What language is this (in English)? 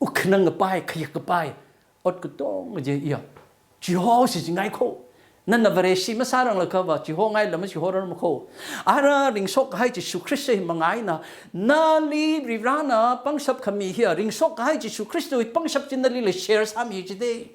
Tangkhul Naga (India)